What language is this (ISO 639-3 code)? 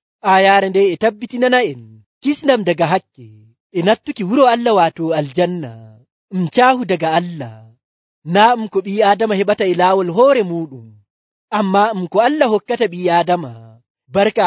fuv